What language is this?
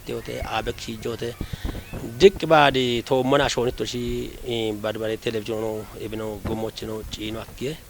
Kafa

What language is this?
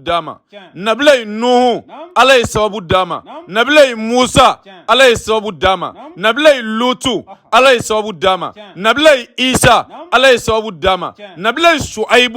Bambara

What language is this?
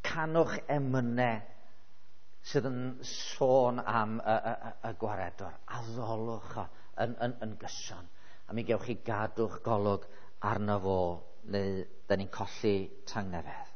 Welsh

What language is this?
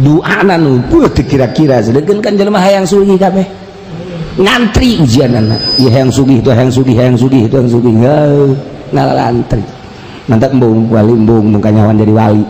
Sundanese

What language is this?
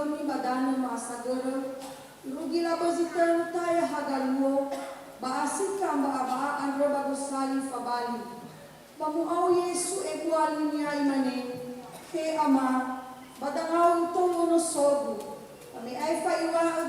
Nias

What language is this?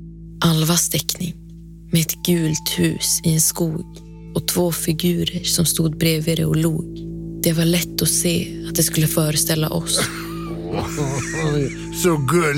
Swedish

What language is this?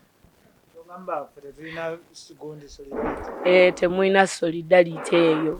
Ganda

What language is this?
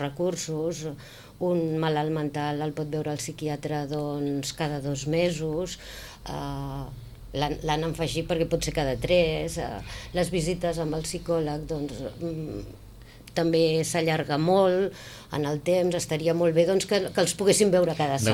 Catalan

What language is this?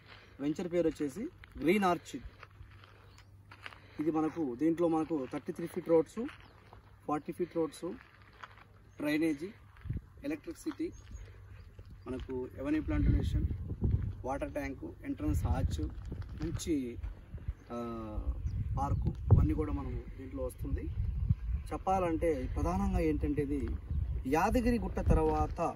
Telugu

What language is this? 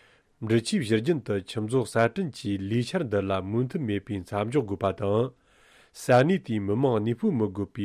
Tibetan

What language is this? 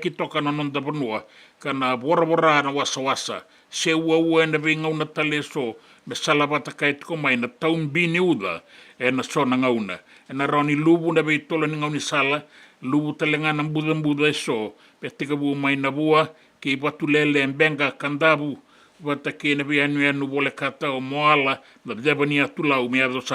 Fijian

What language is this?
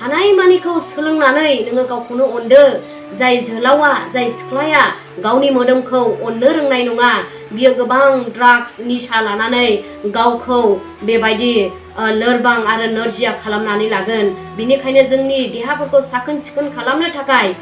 Bodo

